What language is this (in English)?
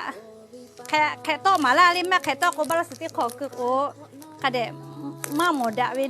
Lahu